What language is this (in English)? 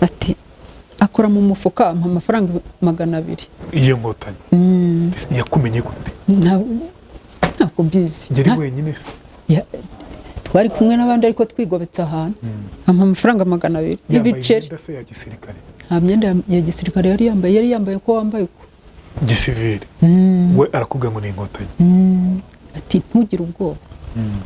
Kinyarwanda